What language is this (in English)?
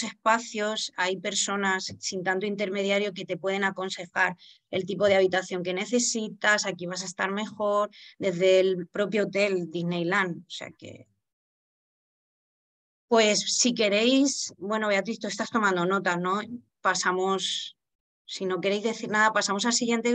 Spanish